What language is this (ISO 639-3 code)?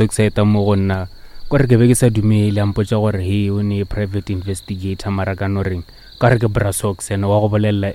nso